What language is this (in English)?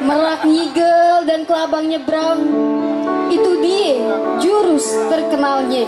Betawi